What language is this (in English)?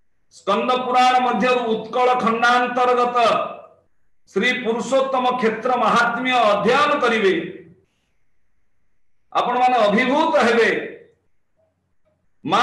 Odia